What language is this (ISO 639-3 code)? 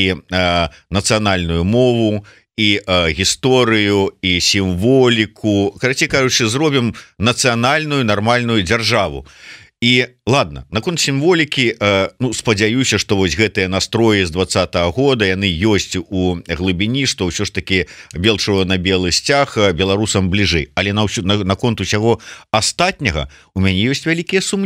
bel